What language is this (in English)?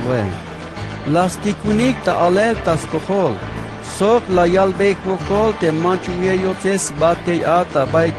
Tzeltal